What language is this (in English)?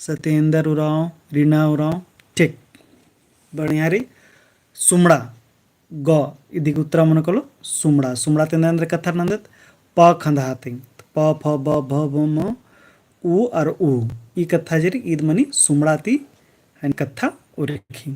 Kurukh